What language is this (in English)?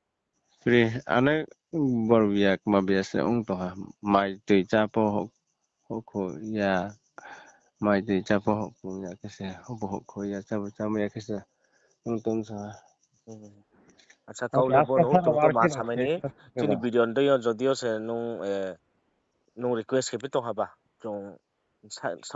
Riang (India)